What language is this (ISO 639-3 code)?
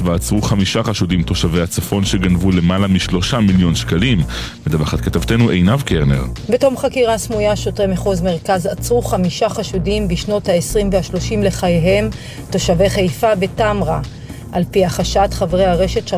heb